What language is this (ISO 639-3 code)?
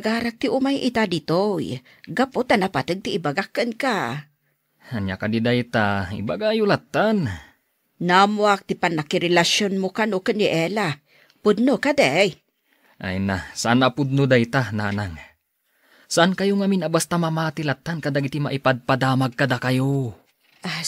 ilo